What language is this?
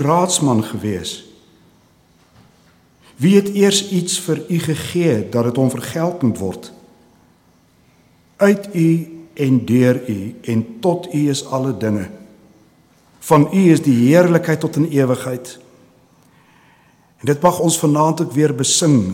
Afrikaans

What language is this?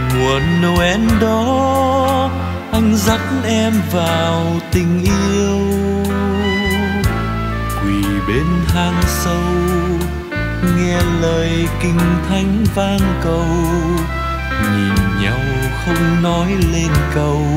Vietnamese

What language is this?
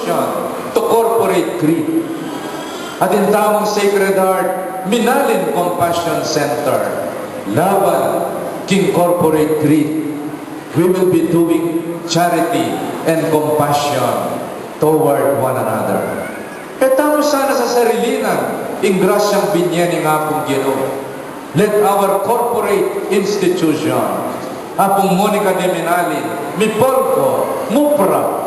Pampanga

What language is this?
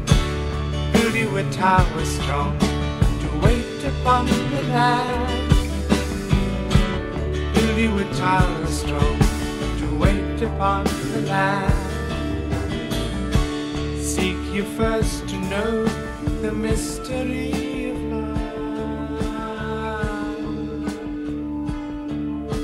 English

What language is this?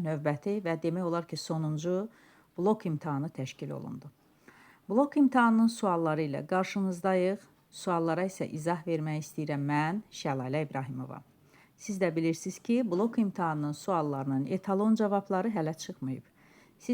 Azerbaijani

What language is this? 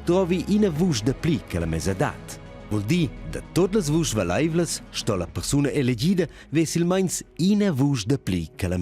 Romansh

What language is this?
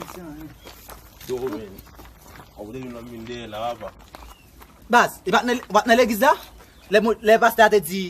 Haitian Creole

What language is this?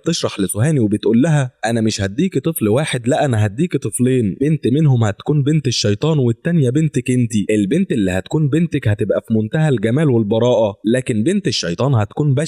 Egyptian Arabic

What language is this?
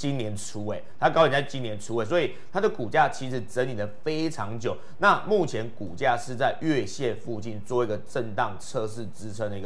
Chinese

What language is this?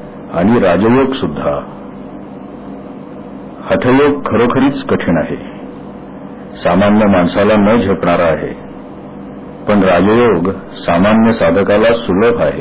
Marathi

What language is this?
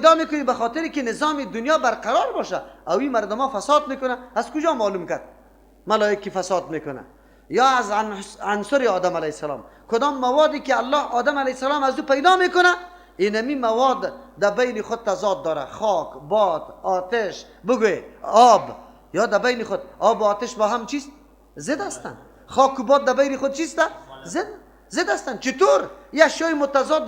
Persian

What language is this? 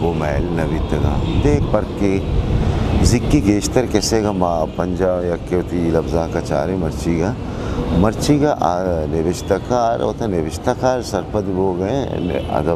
Eastern Balochi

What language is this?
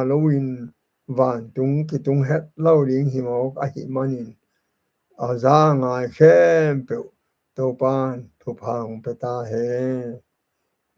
Tedim Chin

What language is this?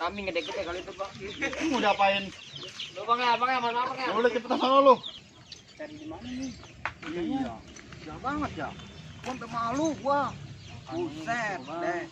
Betawi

